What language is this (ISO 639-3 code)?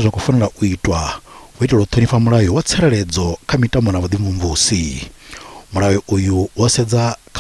ven